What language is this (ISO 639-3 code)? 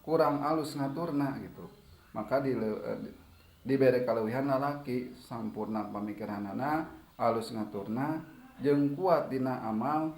sun